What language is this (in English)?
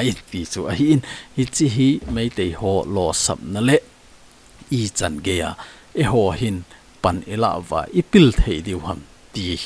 Thado Chin